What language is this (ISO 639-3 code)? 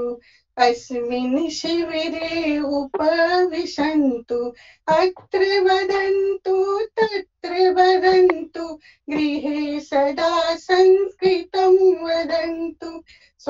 san